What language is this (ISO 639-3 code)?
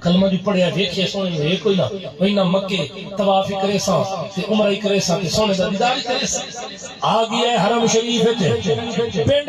skr